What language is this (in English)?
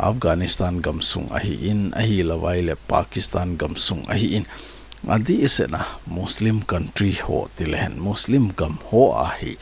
Thado Chin